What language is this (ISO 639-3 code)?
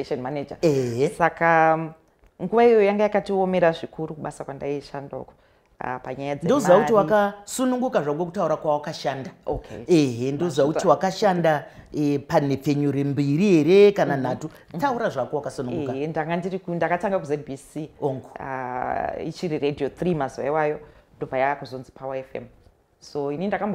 sna